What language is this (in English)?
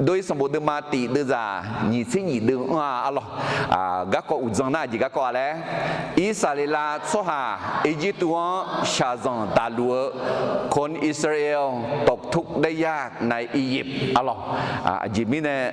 Akha